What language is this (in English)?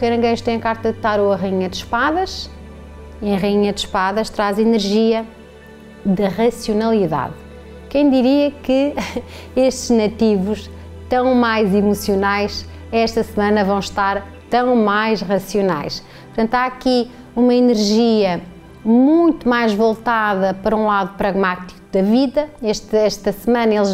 Portuguese